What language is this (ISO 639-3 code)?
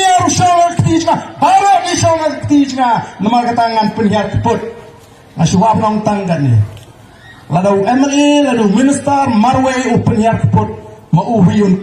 kha